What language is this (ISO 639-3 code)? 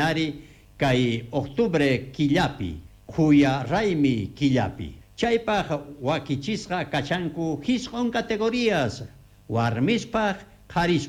quh